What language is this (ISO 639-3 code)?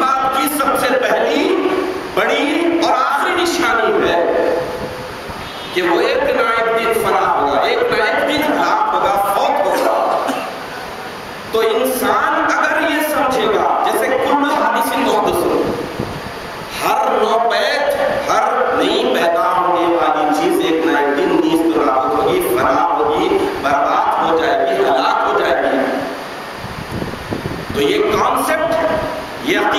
urd